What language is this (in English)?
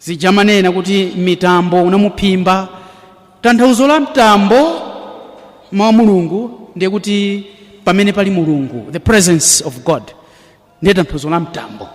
Nyanja